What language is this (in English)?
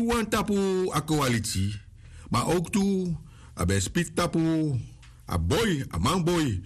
Sranan Tongo